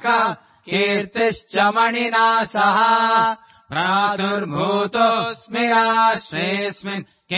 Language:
Sanskrit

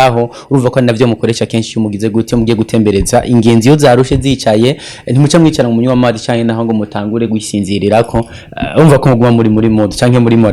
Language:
Rundi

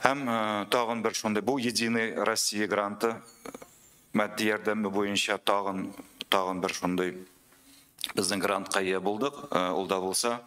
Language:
Tatar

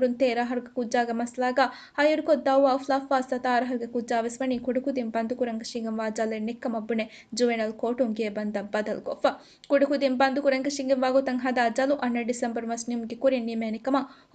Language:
Divehi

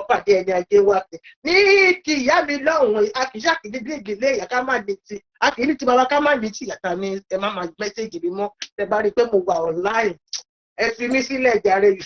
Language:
Yoruba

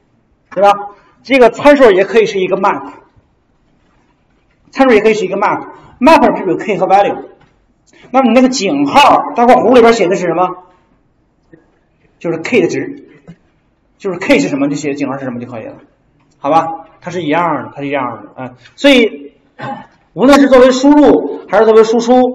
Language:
Chinese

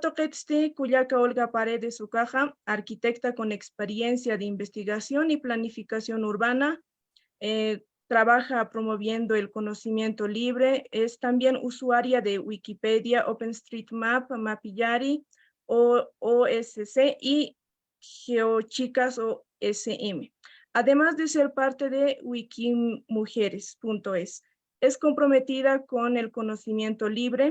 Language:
Aymara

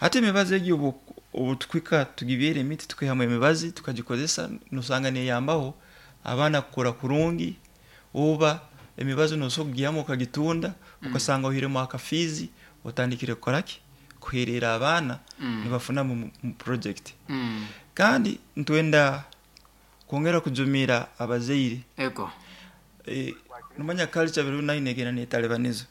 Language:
Nyoro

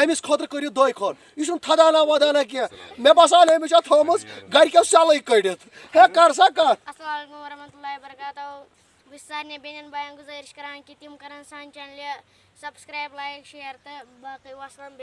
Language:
Kashmiri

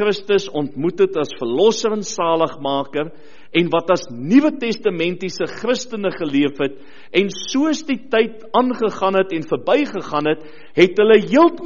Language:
Afrikaans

